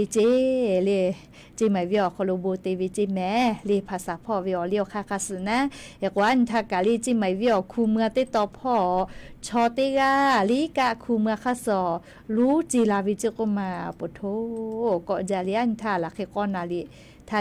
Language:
Lahu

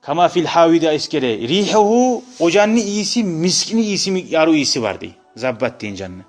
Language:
Kumyk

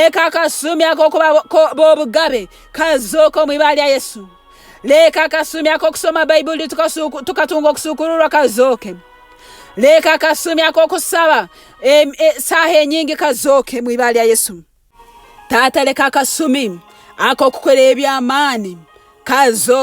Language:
Nyankole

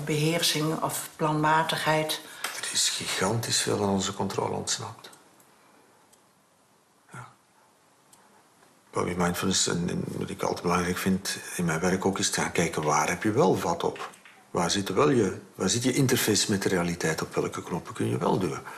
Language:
Dutch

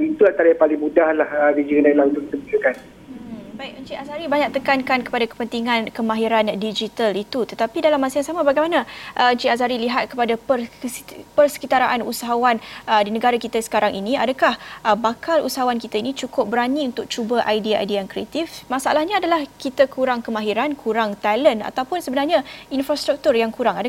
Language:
Malay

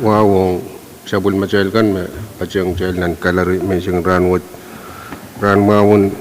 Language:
Pohnpeian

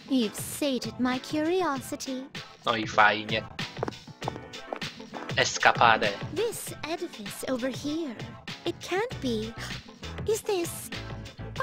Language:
Polish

